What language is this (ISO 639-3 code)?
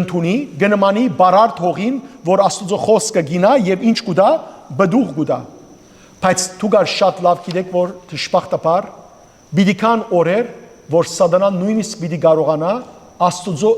hyw